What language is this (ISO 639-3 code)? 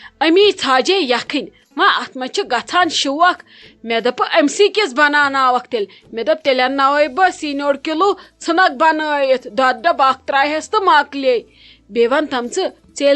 kas